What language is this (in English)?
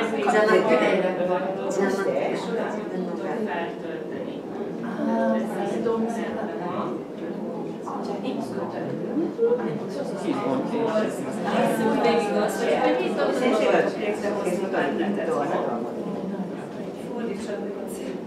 Hungarian